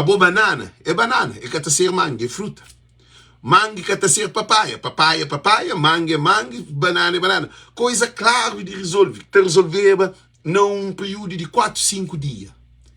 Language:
Kabuverdianu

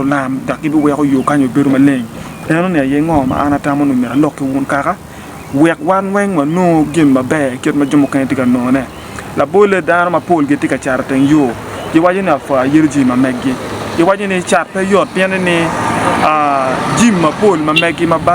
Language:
Acoli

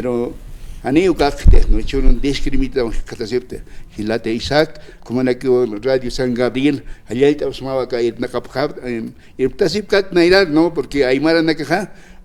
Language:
Aymara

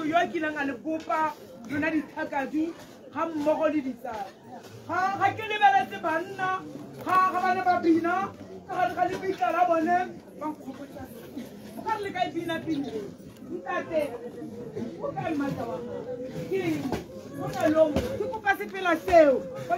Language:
Tswana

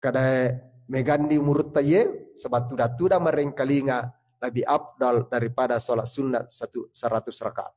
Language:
Buginese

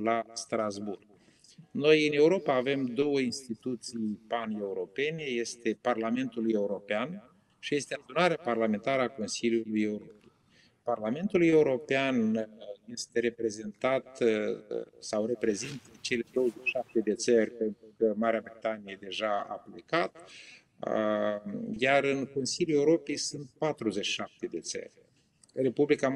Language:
Romanian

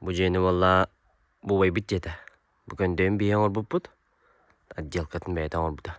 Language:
Yakut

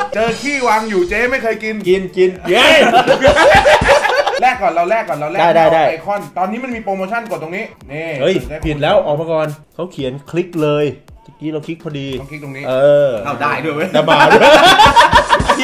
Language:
Thai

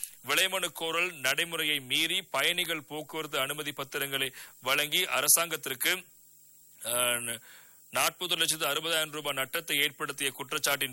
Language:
Tamil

